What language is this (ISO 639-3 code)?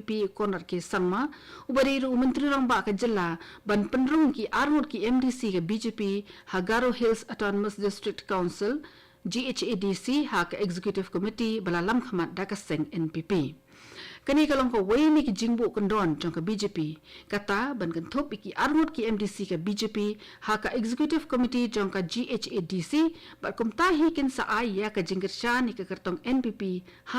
kha